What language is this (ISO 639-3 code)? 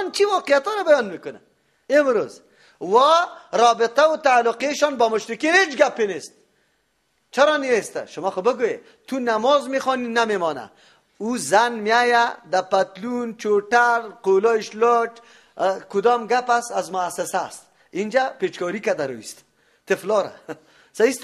fas